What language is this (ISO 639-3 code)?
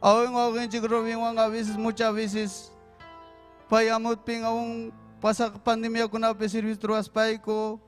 quy